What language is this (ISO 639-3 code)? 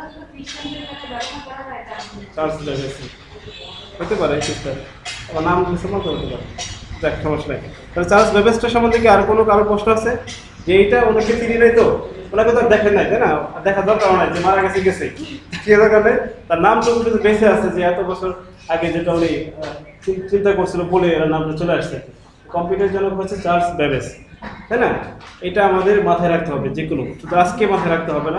ben